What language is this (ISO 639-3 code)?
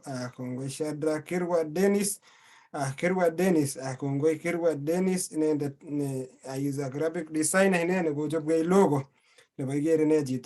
kln